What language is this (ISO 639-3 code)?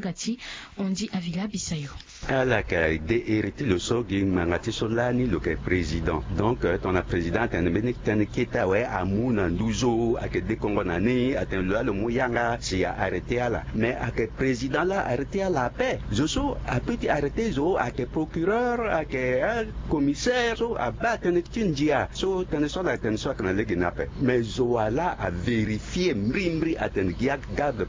sag